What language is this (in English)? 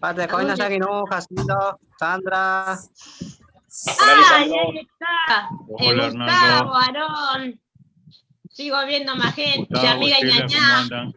Guarani